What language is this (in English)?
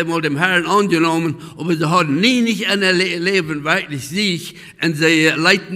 Plautdietsch